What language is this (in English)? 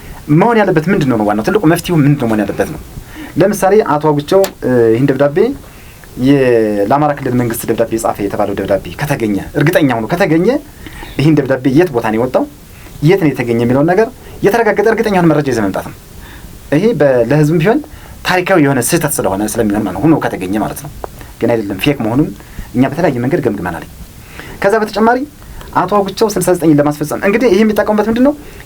Amharic